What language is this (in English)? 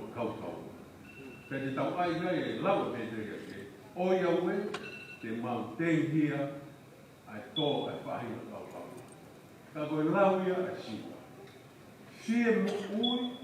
Tongan